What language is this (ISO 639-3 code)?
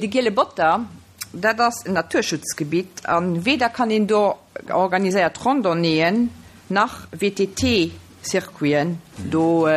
ltz